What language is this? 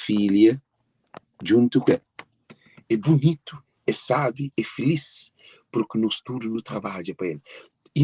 Kabuverdianu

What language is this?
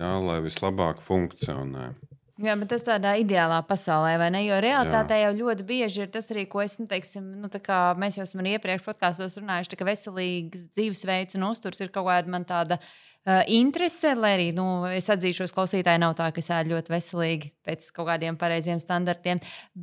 Latvian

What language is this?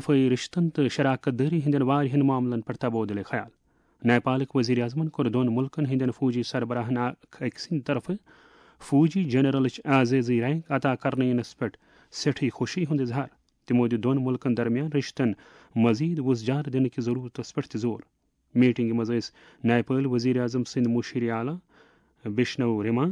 Kashmiri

